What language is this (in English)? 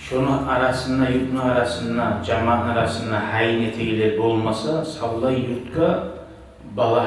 Kumyk